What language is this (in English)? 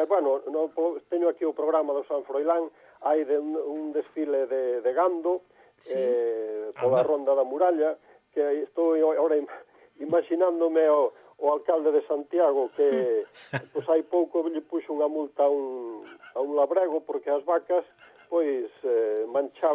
Galician